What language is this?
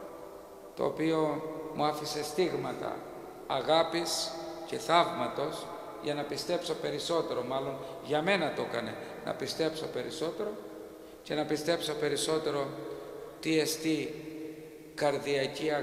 Greek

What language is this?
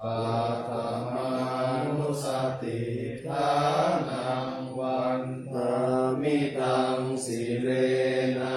Pali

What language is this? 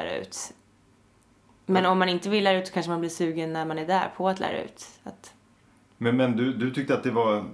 Swedish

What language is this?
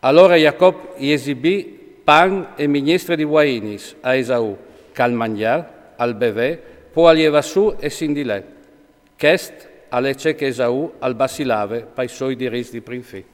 Friulian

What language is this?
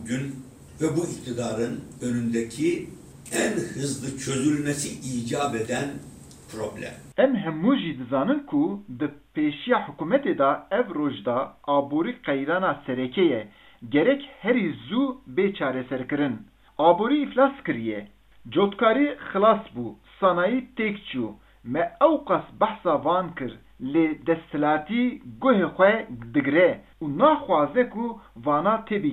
Kurdish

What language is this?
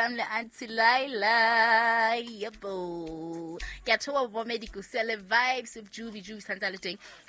Southern Sotho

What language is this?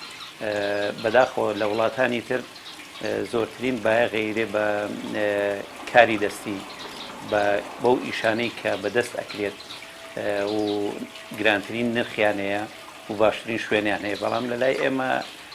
Central Kurdish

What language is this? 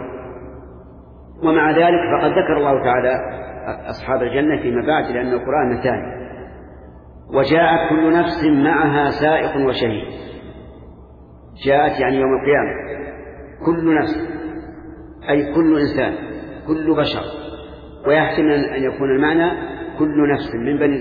Arabic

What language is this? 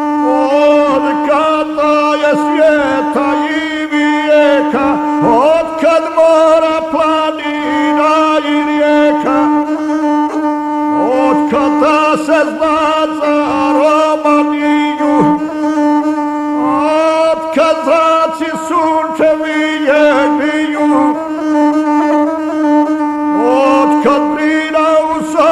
Croatian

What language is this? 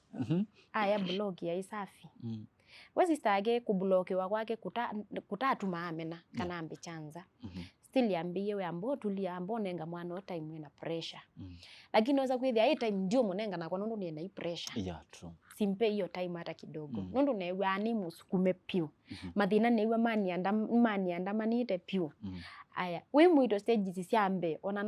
Kamba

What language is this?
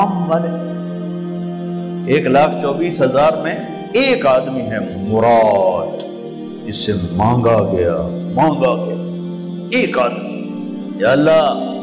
Urdu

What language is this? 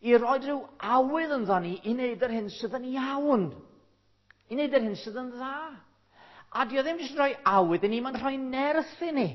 Welsh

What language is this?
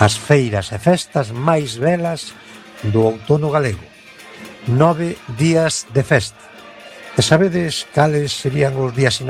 Galician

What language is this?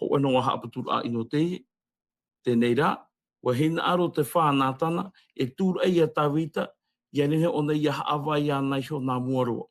Tahitian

